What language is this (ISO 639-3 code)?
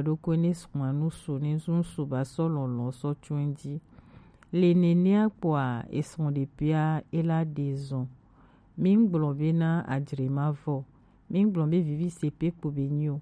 gej